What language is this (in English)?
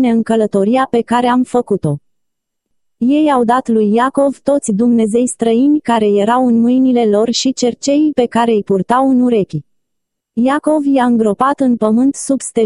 Romanian